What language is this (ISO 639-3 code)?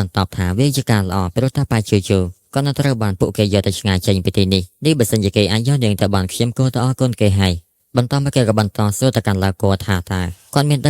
khm